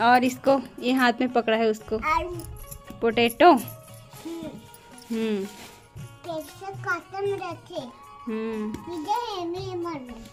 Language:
Chhattisgarhi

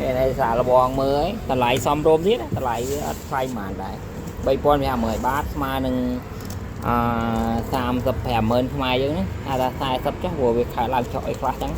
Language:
Khmer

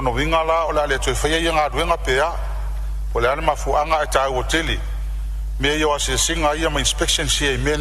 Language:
Samoan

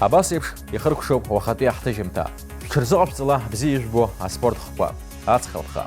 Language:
Abkhazian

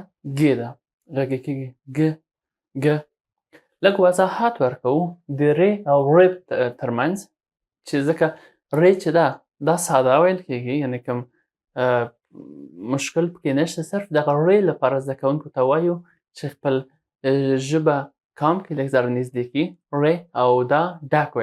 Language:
Pashto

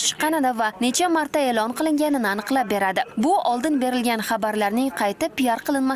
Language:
Uzbek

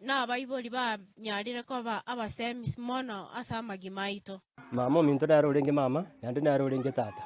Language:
Gusii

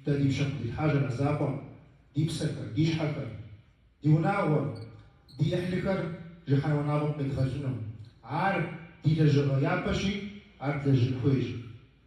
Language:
Kabardian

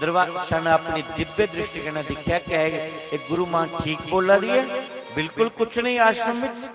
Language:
Dogri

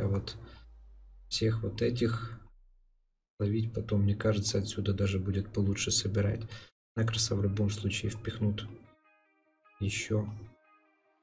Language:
Russian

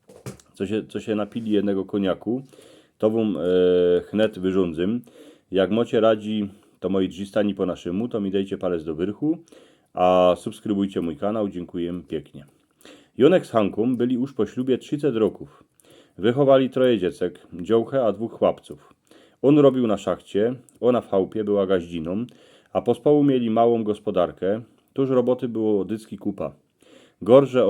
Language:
Silesian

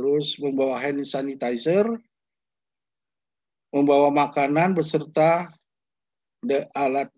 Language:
Indonesian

